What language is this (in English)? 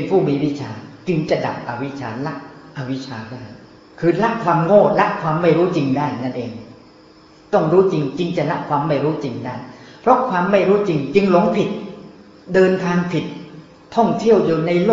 Thai